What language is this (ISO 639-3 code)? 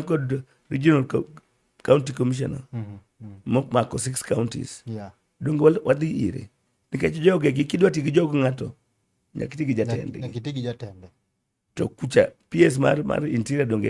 luo